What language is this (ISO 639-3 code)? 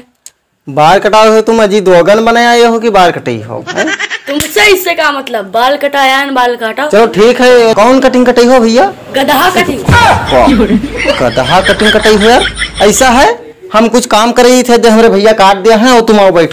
awa